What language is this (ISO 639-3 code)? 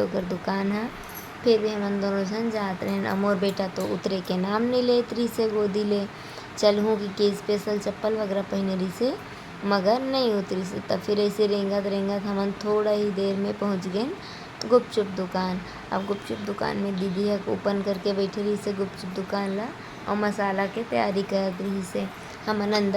hne